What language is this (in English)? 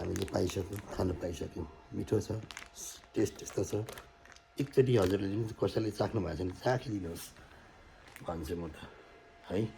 Nepali